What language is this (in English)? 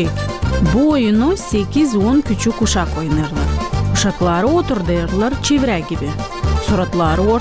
Gagauz